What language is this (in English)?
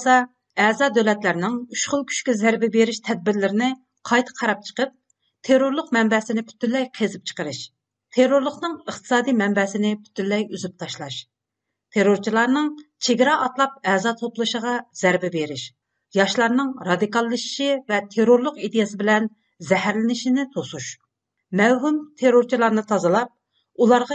Uyghur